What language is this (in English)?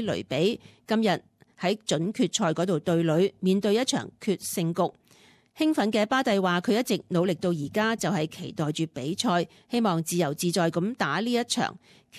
Cantonese